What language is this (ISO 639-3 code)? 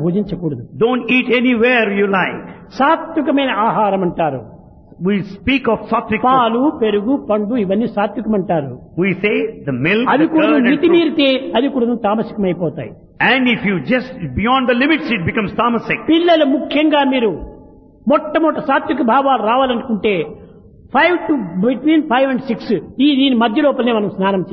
tel